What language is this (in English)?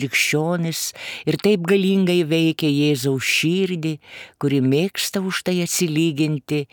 Lithuanian